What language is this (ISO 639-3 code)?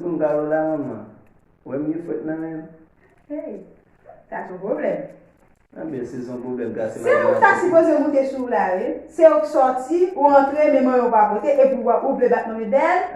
hat